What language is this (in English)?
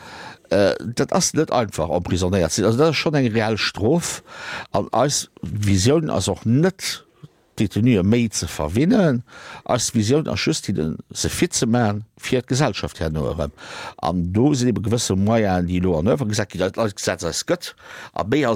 Luxembourgish